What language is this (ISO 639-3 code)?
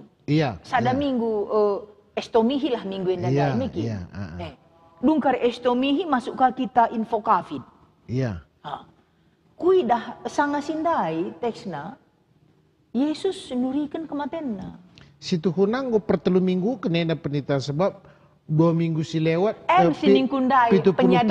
btx